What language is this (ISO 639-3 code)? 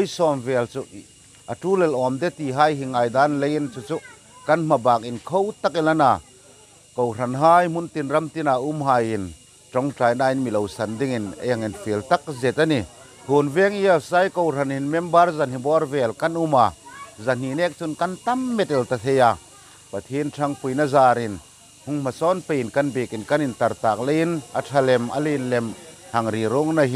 hmr